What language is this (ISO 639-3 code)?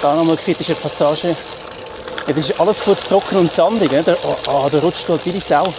gsw